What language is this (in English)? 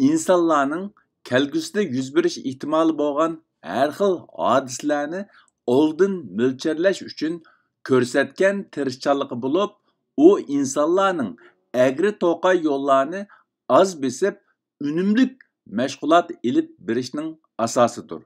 Uyghur